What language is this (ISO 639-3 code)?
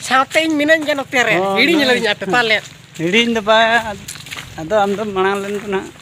sat